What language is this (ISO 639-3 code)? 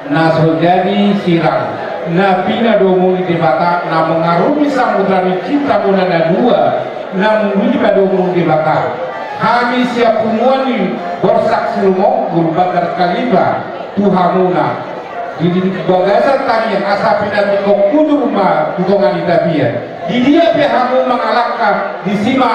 bbc